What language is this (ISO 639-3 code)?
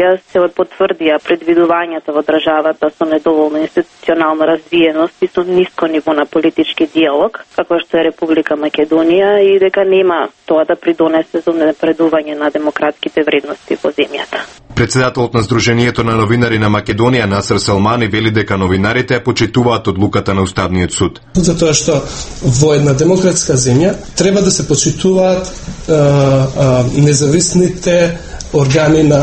mkd